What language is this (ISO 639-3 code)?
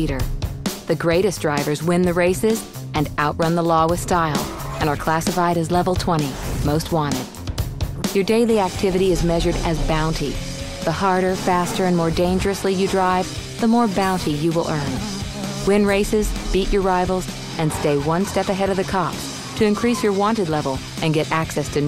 eng